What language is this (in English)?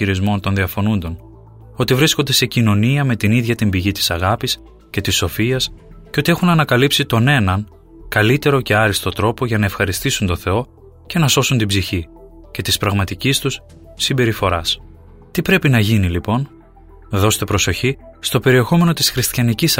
Greek